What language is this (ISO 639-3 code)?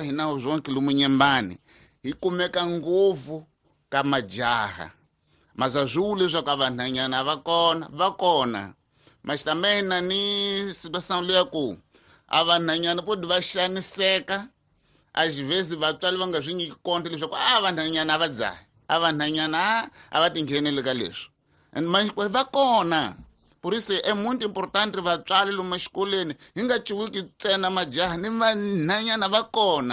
tso